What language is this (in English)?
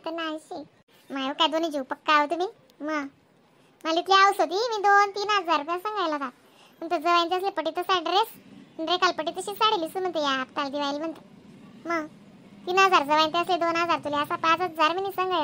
Khandesi